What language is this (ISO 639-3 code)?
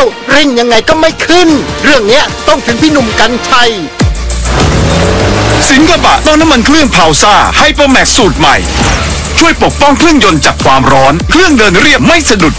tha